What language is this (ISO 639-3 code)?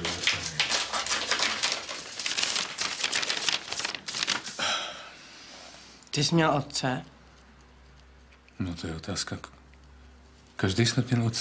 ces